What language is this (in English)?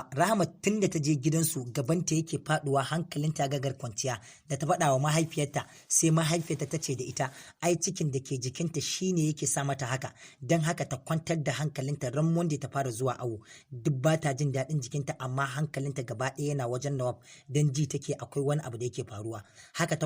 Hausa